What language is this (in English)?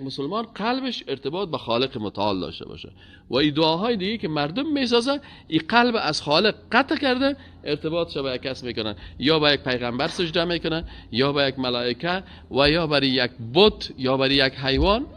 Persian